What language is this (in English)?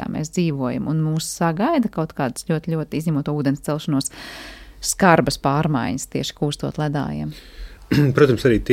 Latvian